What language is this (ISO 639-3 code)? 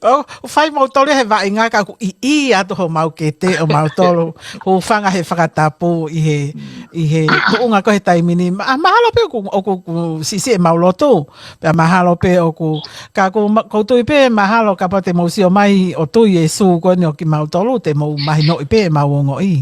ton